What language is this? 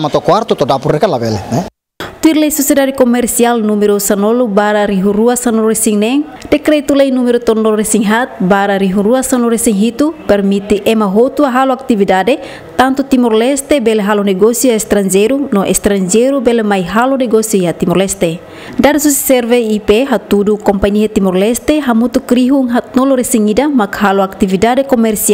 Tetum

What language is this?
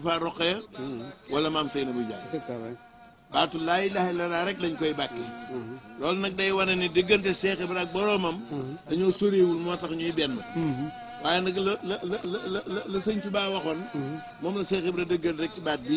Wolof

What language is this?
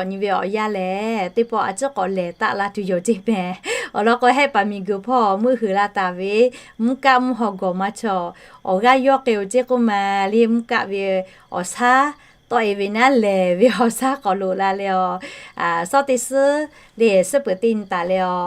Lahu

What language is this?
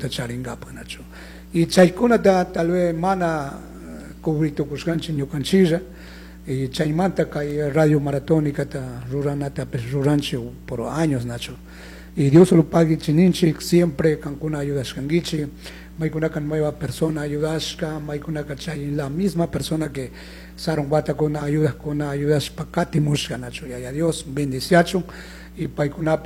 Chimborazo Highland Quichua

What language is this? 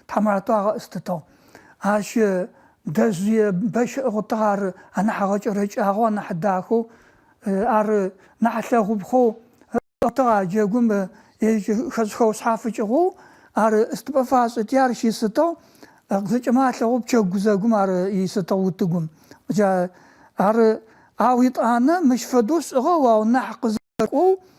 Adyghe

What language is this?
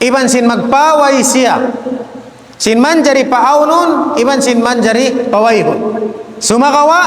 Tausug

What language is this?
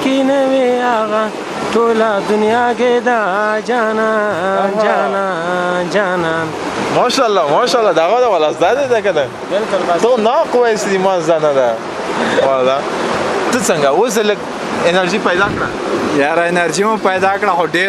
Pashto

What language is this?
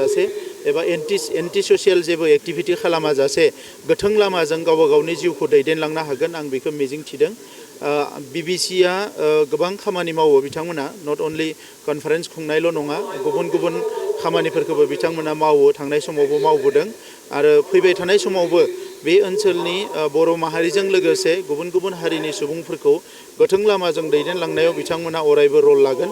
Bodo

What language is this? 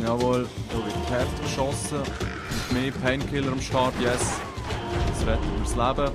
Swiss German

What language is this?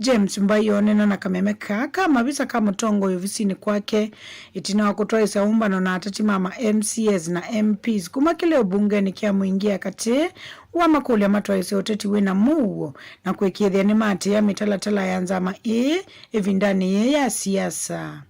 Kamba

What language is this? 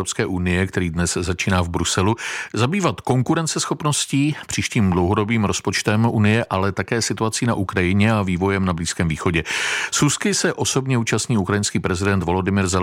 Czech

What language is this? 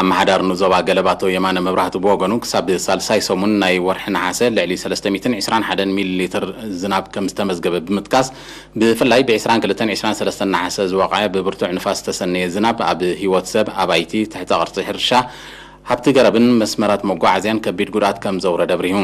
Tigrinya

